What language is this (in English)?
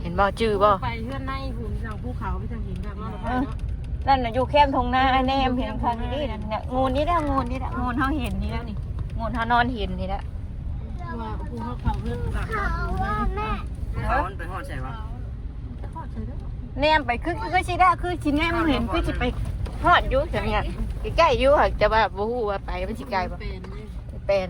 Northeastern Thai